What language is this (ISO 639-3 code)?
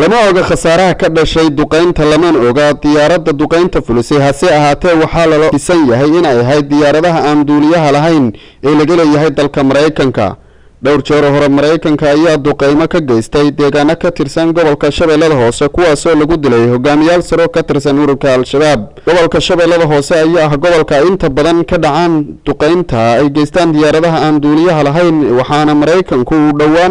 som